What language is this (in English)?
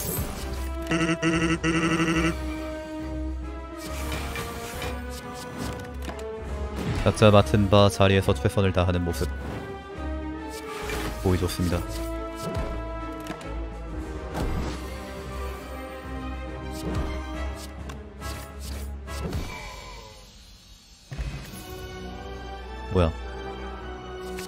Korean